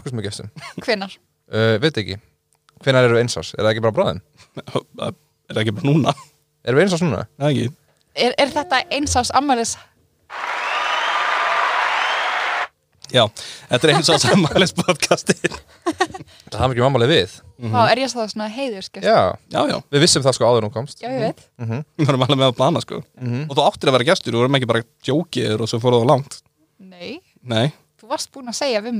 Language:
Icelandic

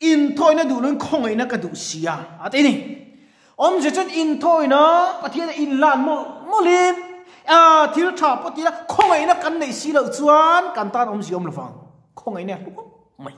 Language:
Mizo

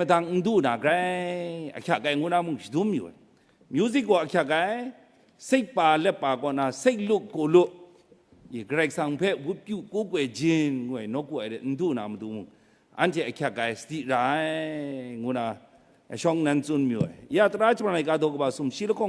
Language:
Kachin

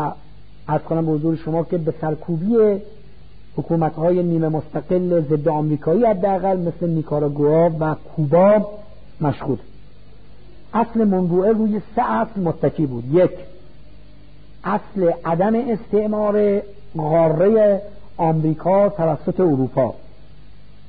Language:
Persian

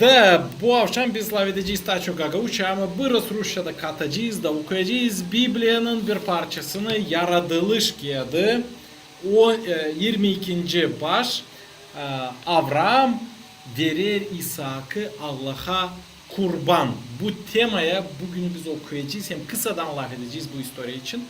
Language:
Gagauz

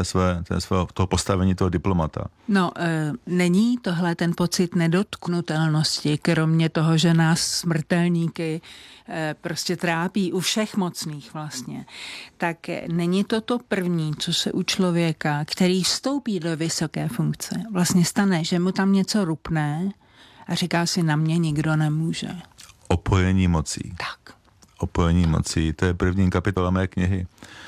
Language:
Czech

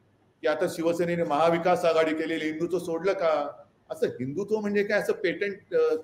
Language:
Marathi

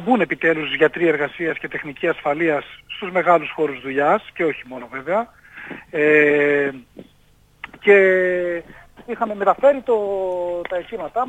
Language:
Greek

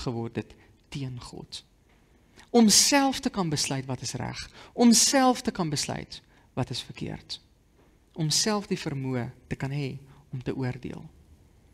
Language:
Afrikaans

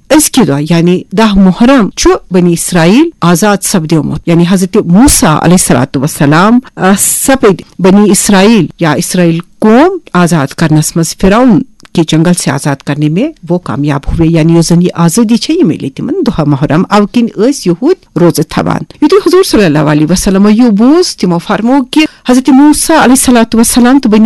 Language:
Kashmiri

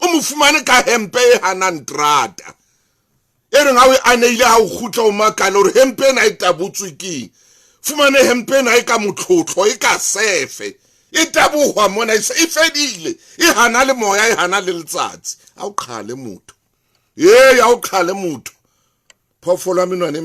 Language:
Southern Sotho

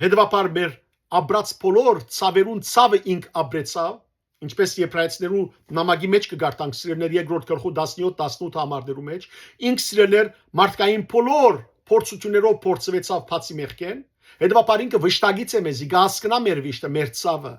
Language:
Western Armenian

